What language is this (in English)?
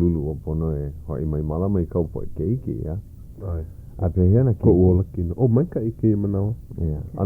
Hawaiian